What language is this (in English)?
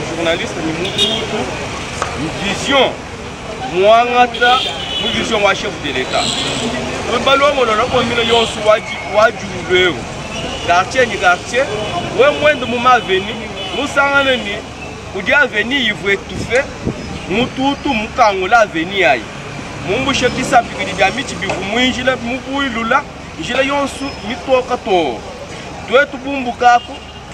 Luba-Lulua